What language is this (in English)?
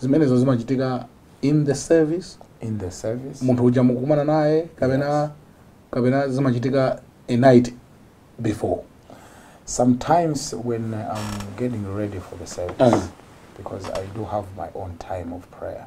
Nyanja